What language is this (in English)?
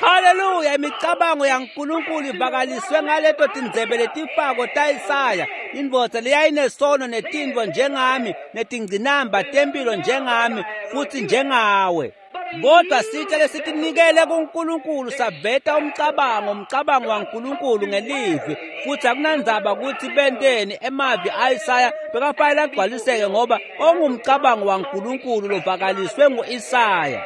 Swati